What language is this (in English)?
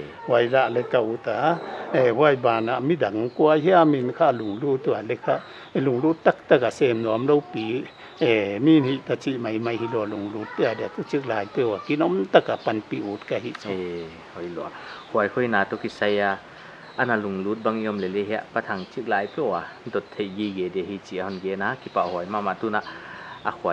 Paite Chin